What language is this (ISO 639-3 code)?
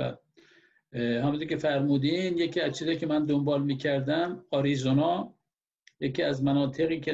fas